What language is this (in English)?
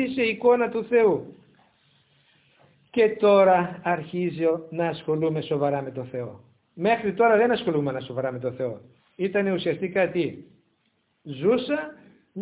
Greek